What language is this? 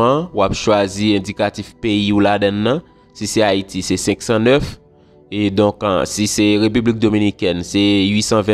Haitian Creole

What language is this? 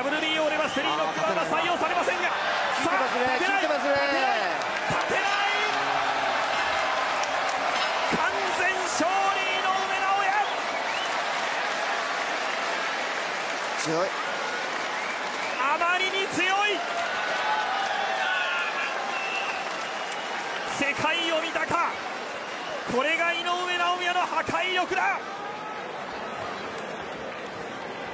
Japanese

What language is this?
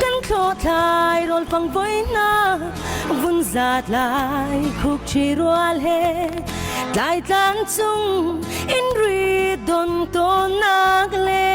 Hakha Chin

